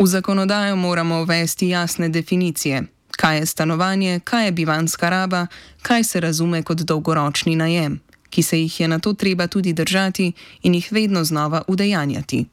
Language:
Slovenian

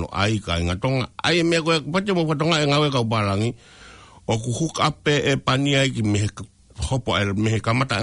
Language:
Tongan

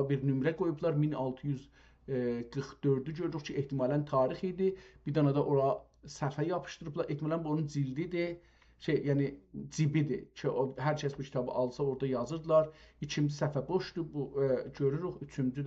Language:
South Azerbaijani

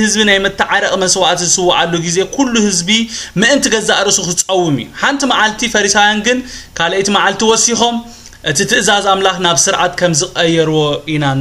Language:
Tigrinya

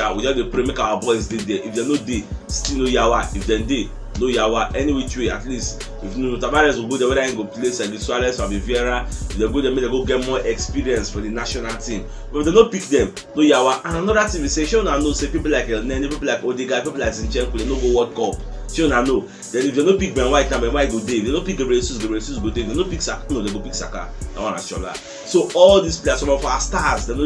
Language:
Nigerian Pidgin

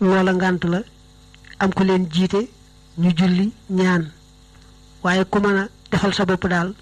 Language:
Wolof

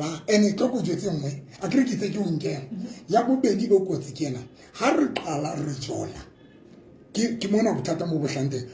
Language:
Southern Sotho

